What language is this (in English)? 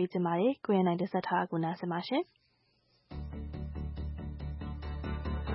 Burmese